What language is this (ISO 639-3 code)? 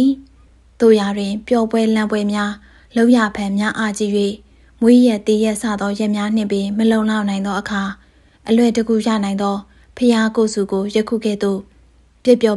mya